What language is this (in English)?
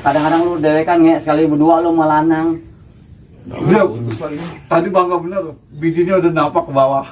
Betawi